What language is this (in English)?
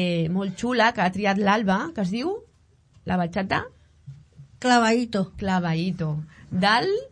Catalan